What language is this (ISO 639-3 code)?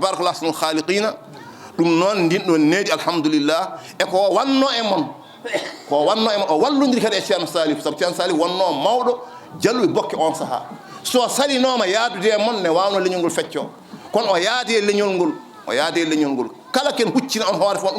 ful